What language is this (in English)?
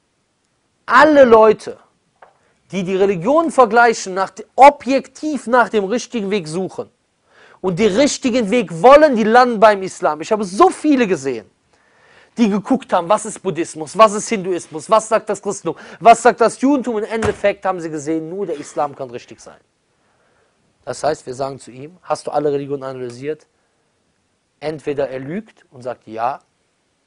German